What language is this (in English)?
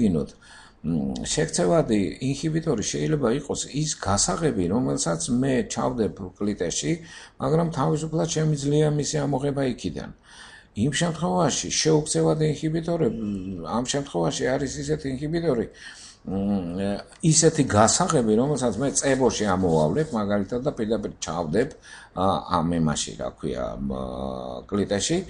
Georgian